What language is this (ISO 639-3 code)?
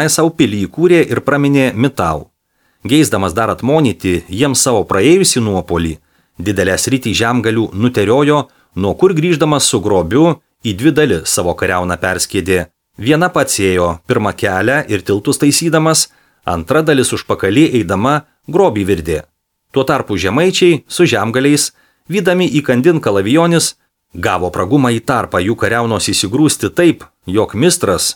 lit